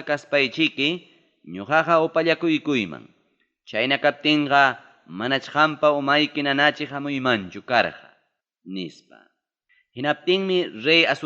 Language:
Ayacucho Quechua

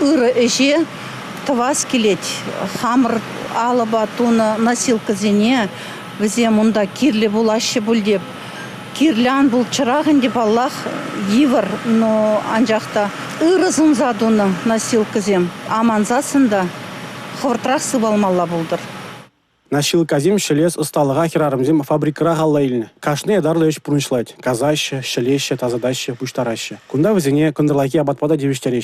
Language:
Chuvash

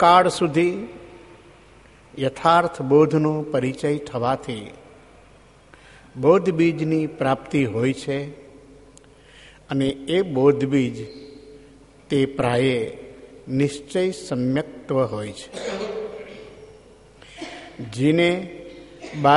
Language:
Gujarati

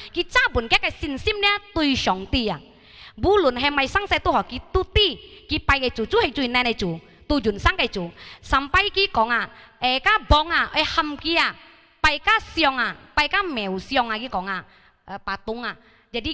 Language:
Hakka Chinese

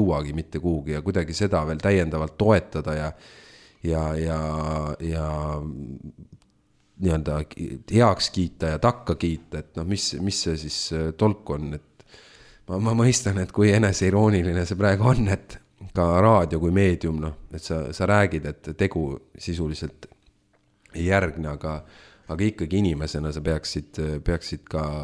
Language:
Estonian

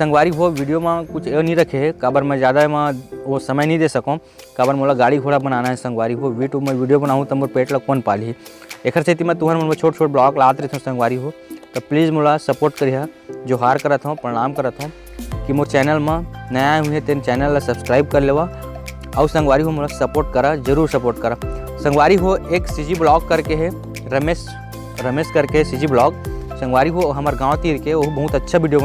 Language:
Chhattisgarhi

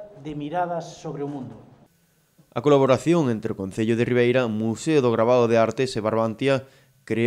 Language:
Galician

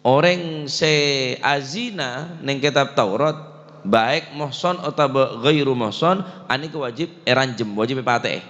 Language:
Madurese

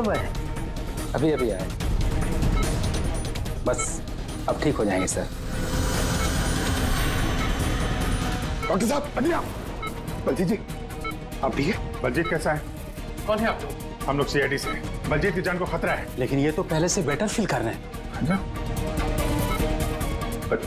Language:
Hindi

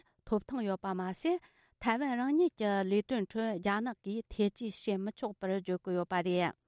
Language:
Tibetan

